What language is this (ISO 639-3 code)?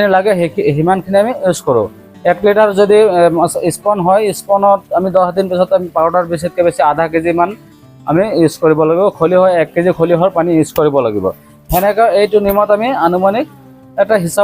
asm